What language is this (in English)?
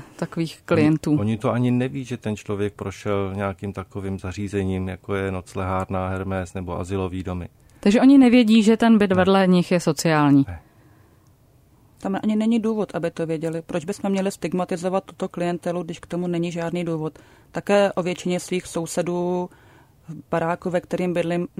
Czech